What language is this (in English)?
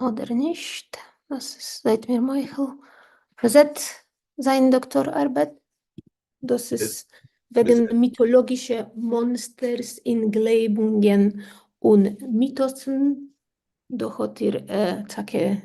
Yiddish